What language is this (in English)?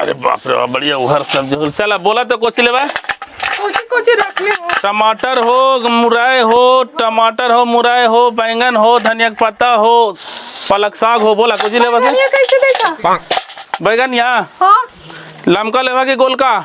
Magahi